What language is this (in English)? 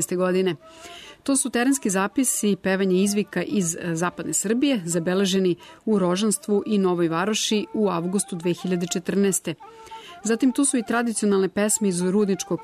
Serbian